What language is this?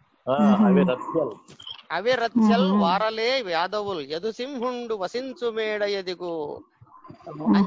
Telugu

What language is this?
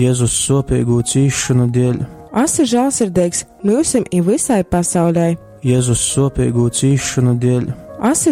Latgalian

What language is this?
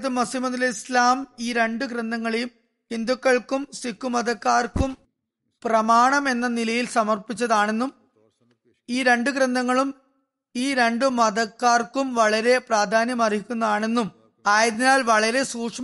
Malayalam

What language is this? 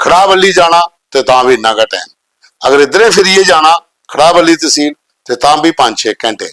Dogri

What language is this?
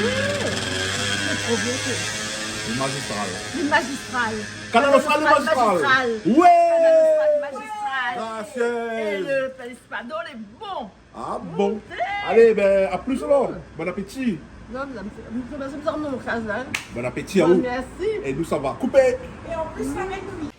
Réunion Creole French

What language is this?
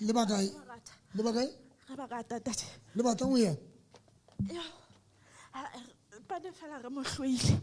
Southern Sotho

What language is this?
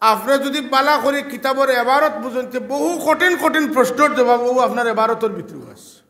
Sylheti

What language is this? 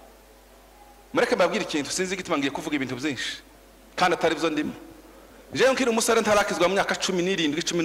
Kinyarwanda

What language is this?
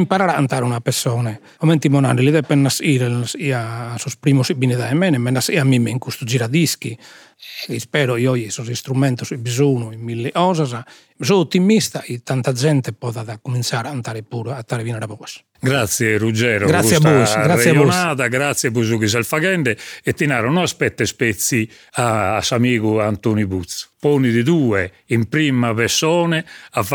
Sardinian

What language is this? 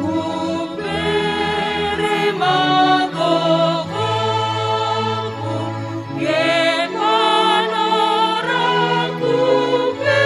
Batak Simalungun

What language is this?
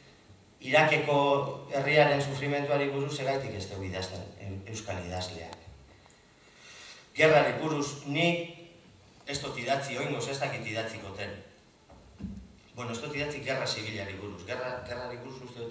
Basque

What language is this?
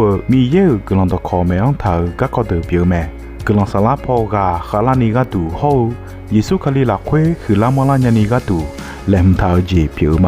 Akha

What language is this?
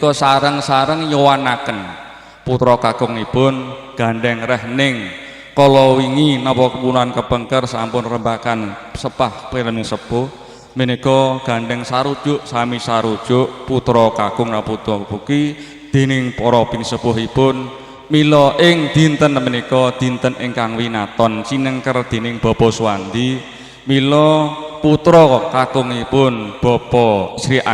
Javanese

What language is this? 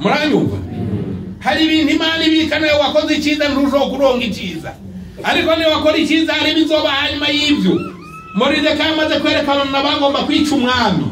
Rundi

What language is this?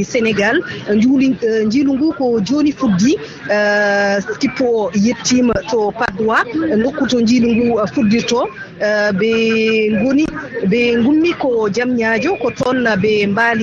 Fula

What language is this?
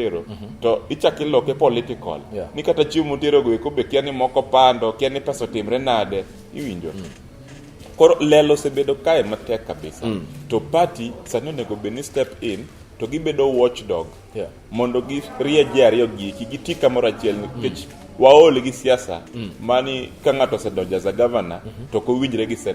Luo (Kenya and Tanzania)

